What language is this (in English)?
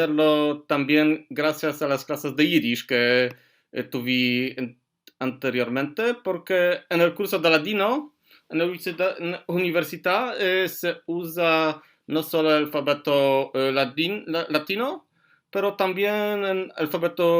Ladino